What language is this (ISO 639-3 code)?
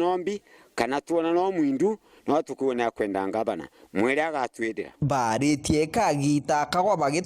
mer